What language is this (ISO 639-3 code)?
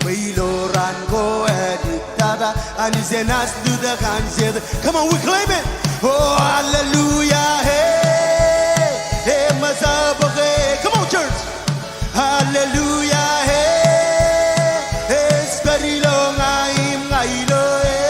mah